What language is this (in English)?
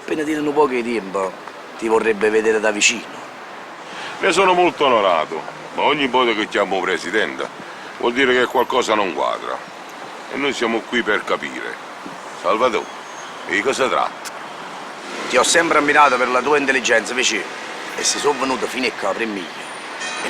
Neapolitan